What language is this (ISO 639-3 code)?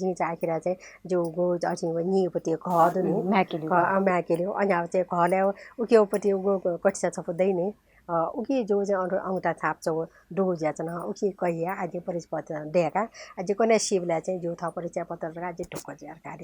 new